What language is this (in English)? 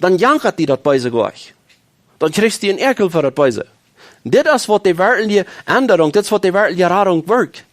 Plautdietsch